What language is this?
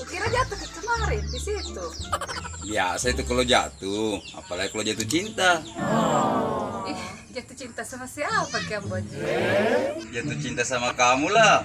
Buginese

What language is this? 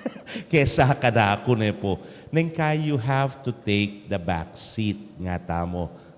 Pampanga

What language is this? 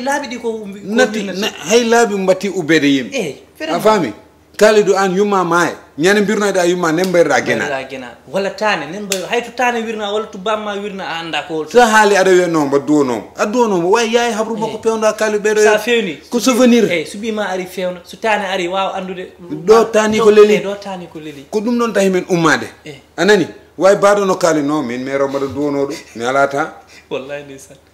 Fula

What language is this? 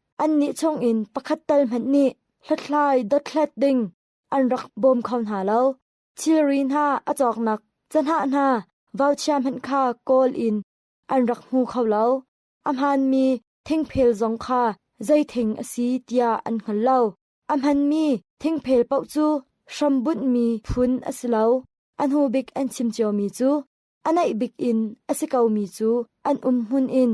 Hakha Chin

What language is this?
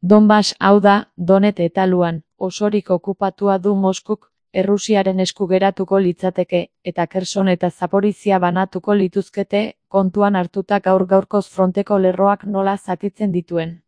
Basque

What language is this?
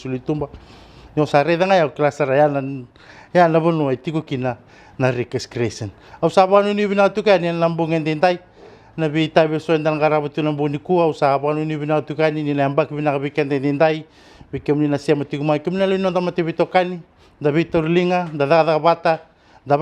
Fijian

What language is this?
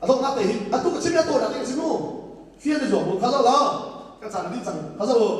Hakha Chin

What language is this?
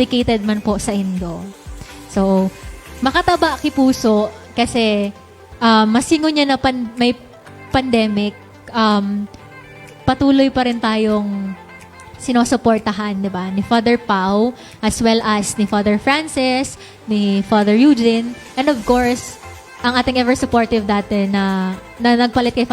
Bikol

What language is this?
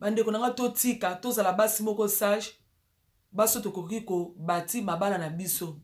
Lingala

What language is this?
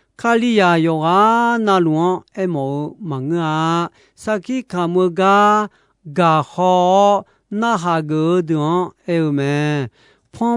Akha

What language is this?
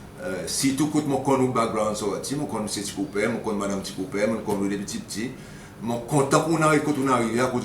Seselwa Creole French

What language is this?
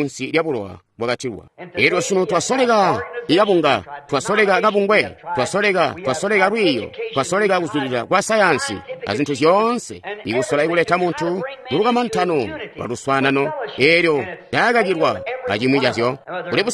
Tonga (Zambia)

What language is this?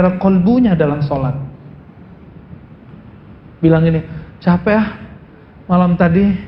Indonesian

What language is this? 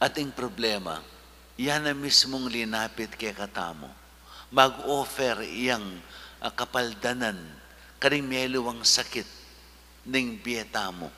Pampanga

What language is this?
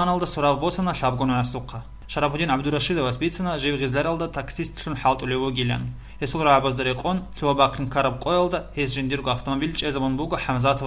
Avaric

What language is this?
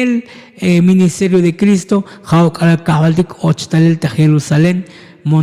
Tzotzil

